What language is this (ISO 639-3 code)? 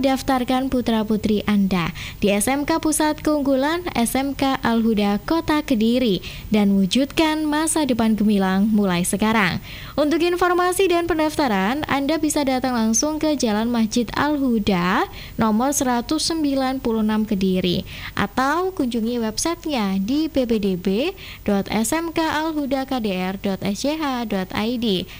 ind